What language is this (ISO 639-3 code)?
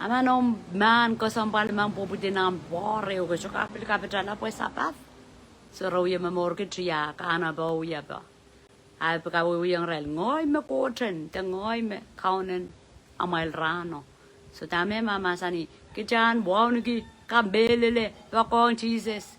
pon